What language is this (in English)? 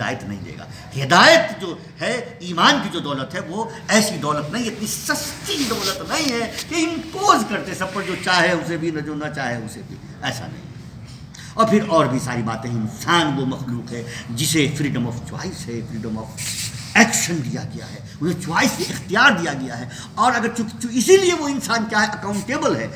Urdu